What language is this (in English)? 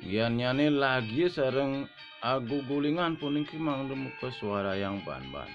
Balinese